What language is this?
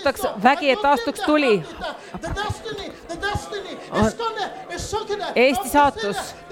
Estonian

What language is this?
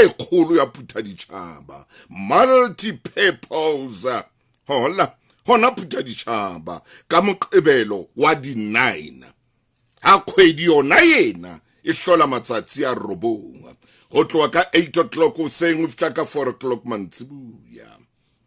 Southern Sotho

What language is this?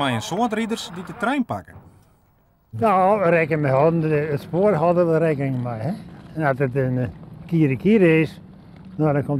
Western Frisian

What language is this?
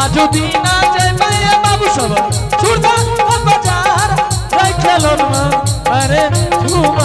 Angika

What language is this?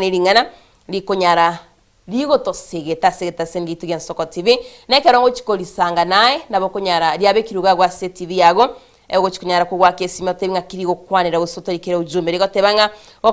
Gusii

